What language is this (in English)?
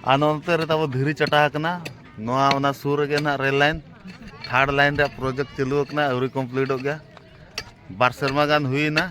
Santali